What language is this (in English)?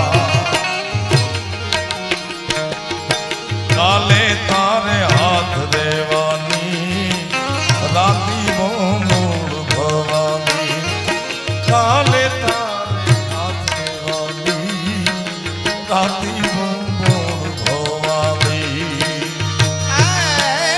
Gujarati